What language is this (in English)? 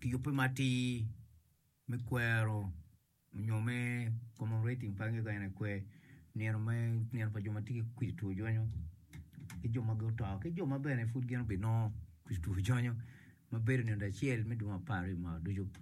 Acoli